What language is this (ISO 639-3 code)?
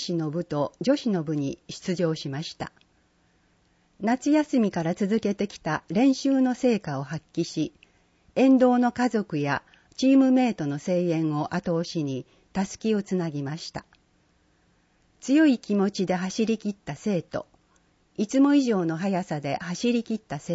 jpn